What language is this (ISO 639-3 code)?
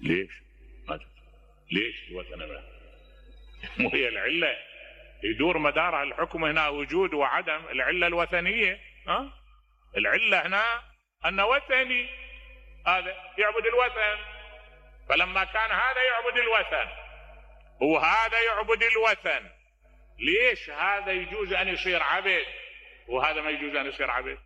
acm